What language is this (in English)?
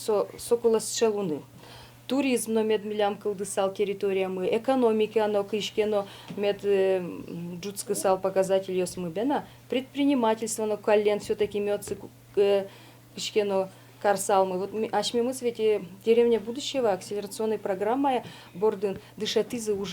Udmurt